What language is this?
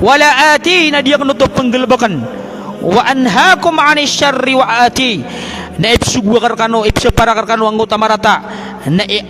Maranao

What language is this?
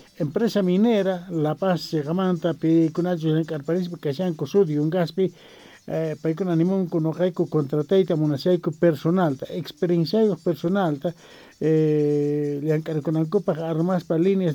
South Bolivian Quechua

